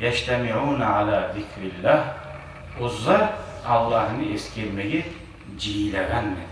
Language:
Kumyk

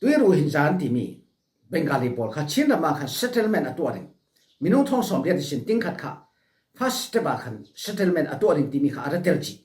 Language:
Falam Chin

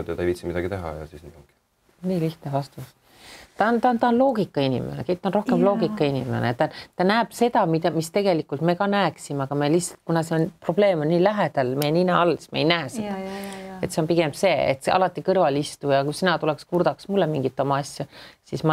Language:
Estonian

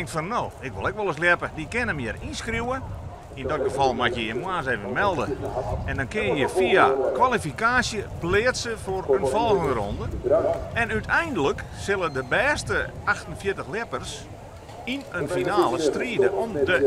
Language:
Western Frisian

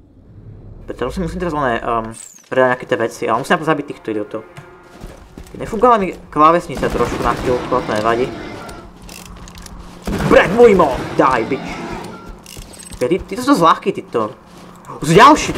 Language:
Slovak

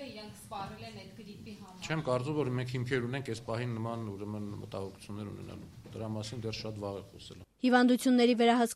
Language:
Armenian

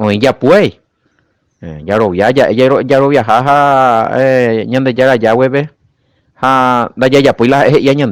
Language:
Guarani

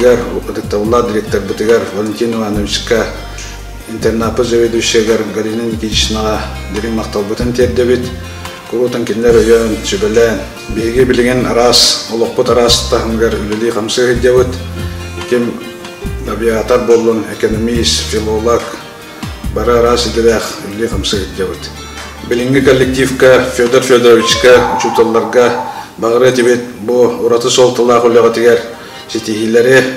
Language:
Yakut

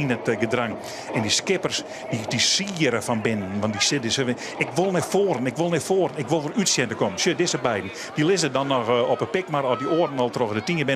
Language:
Western Frisian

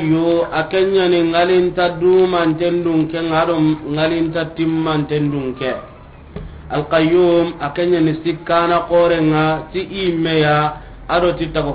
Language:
Soninke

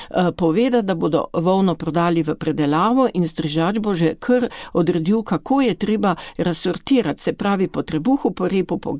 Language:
Slovenian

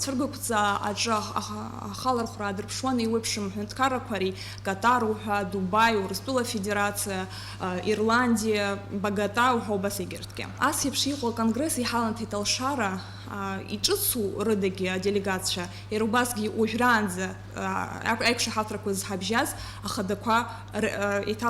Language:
Abkhazian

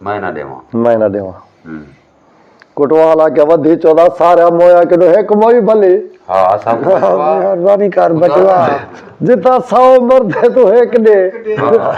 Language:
Saraiki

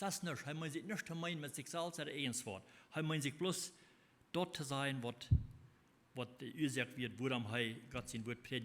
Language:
Plautdietsch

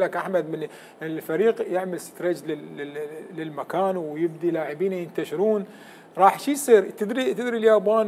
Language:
Mesopotamian Arabic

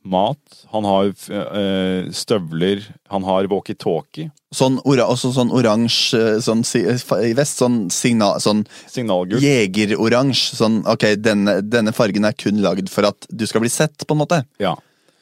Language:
Norwegian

